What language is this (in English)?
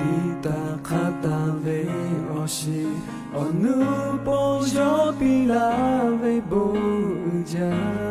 Lahu